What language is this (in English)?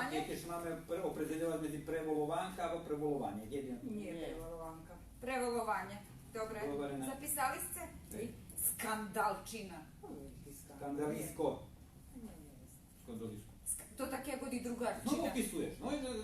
Rusyn